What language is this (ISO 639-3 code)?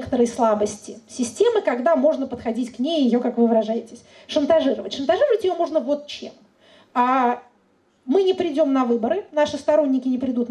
rus